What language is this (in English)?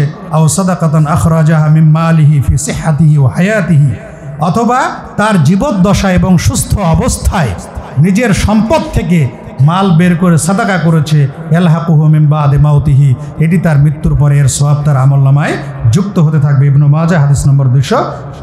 Bangla